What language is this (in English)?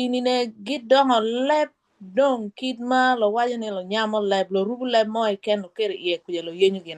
Acoli